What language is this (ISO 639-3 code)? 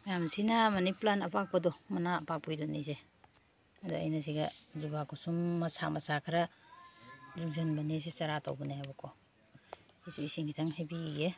mni